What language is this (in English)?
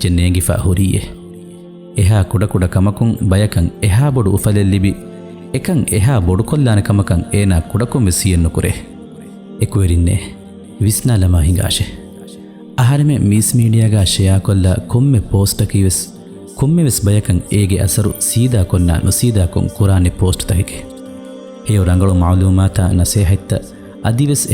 Divehi